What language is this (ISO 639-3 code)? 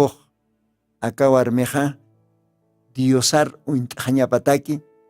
aym